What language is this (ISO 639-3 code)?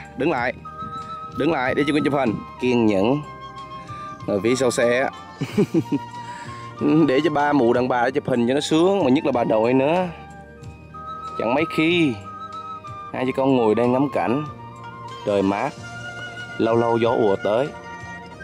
vie